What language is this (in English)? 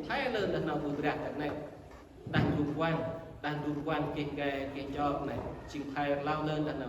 Central Mnong